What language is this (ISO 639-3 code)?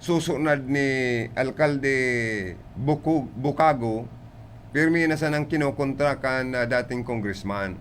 bik